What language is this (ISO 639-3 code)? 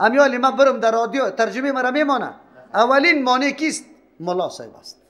fas